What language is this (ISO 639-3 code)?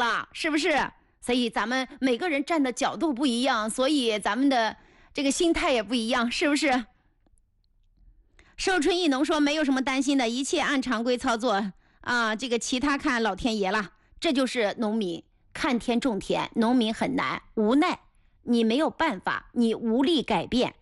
zho